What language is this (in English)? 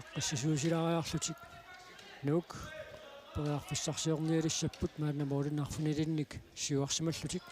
Kalaallisut